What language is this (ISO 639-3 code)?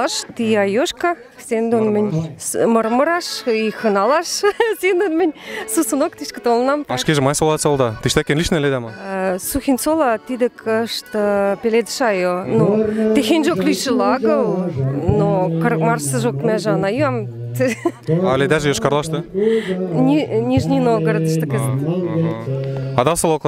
mrj